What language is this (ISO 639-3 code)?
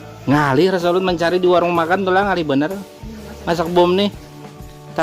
bjn